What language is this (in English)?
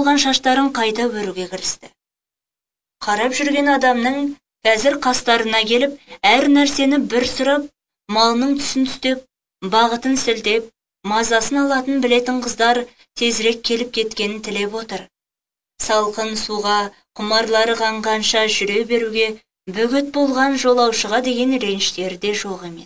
Kazakh